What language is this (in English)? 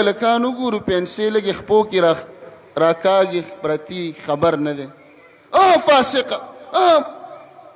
Pashto